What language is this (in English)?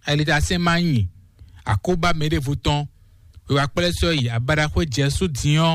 Fon